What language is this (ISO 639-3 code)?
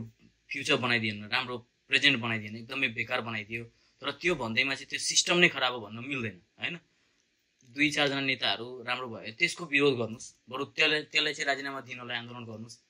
nep